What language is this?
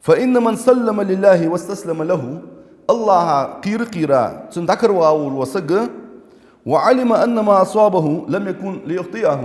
Ingush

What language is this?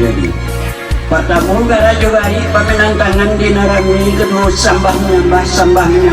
Minangkabau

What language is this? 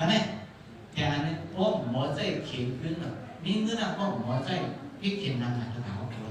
Shan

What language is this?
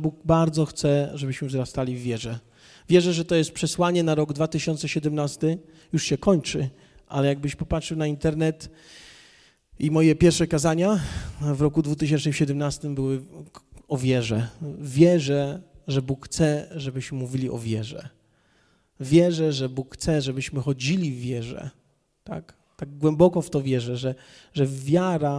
Polish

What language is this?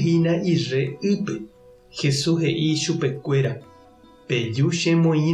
Guarani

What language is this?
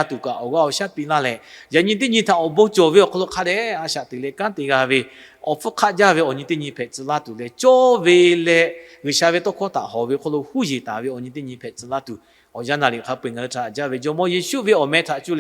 Lahu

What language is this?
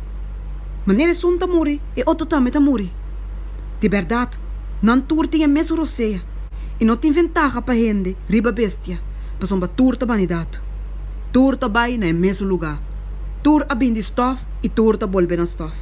Papiamento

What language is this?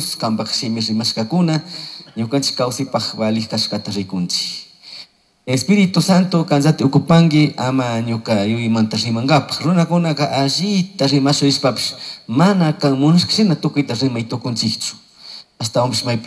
Chimborazo Highland Quichua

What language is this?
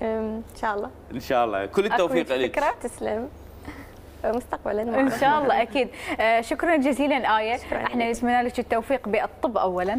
Mesopotamian Arabic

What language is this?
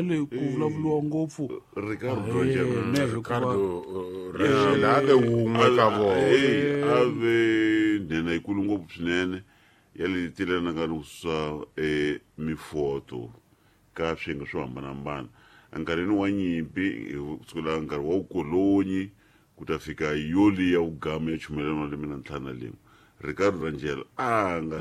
Tsonga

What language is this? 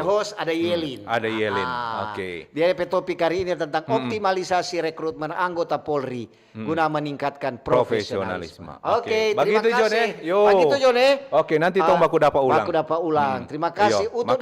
Manado Malay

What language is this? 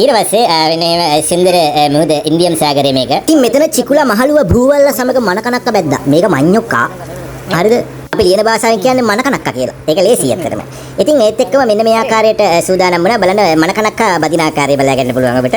Sinhala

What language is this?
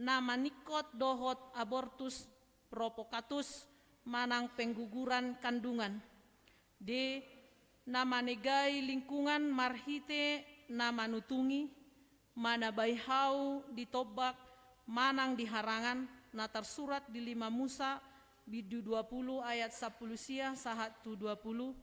Batak Toba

